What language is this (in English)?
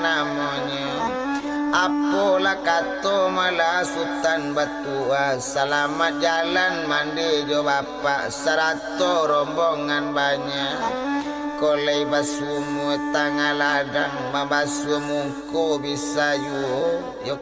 Minangkabau